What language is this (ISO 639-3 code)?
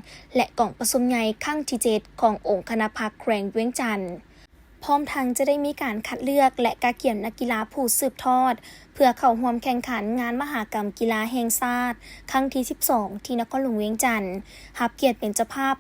lao